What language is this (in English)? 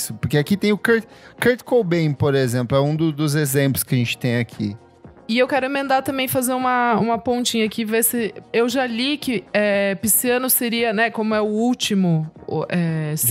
Portuguese